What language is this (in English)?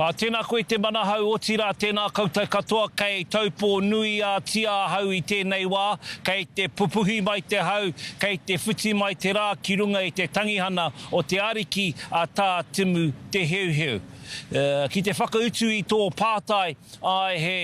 Māori